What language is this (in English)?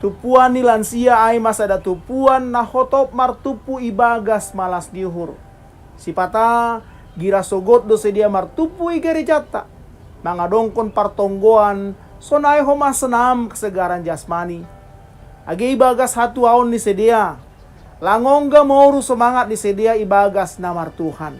Batak Simalungun